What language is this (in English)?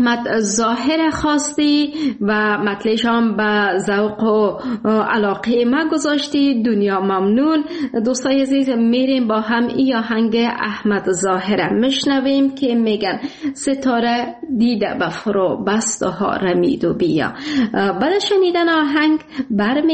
Persian